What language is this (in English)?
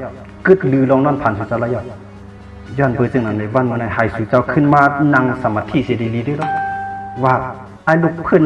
Shan